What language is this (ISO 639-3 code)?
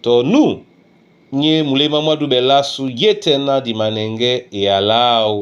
dua